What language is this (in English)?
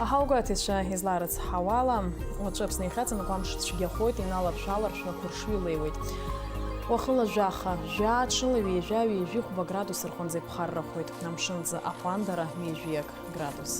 Abkhazian